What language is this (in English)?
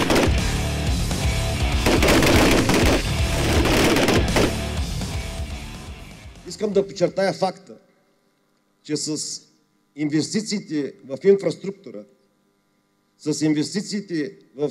Bulgarian